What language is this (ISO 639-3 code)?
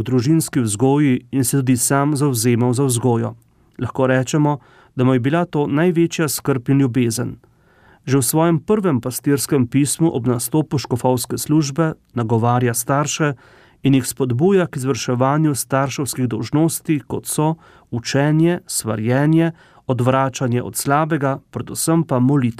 slv